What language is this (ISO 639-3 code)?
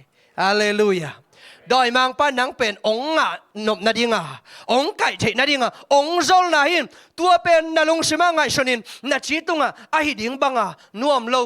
ctd